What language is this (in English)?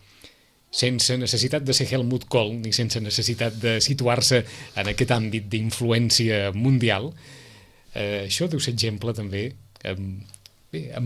Catalan